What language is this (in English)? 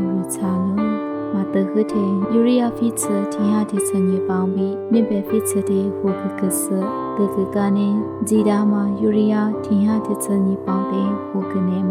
Lisu